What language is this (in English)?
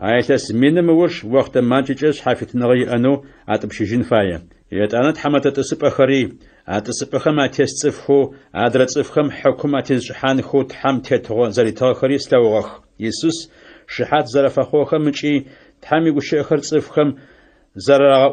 Adyghe